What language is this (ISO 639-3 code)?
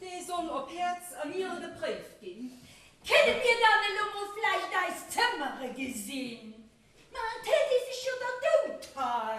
ltz